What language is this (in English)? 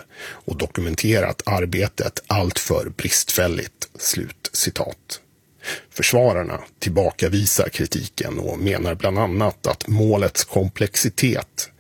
Swedish